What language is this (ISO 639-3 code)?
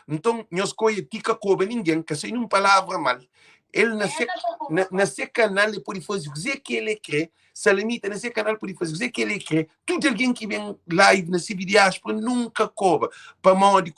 kea